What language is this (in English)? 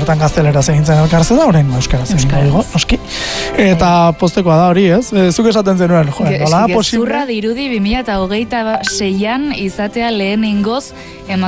Basque